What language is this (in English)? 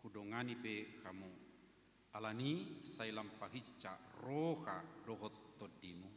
Batak Toba